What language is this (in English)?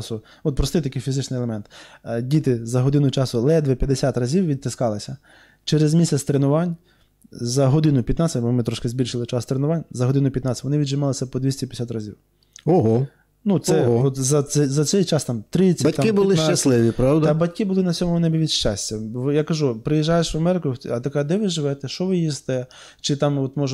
Ukrainian